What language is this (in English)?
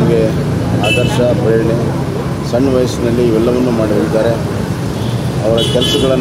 Kannada